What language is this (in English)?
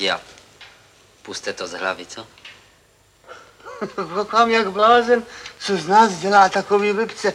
Czech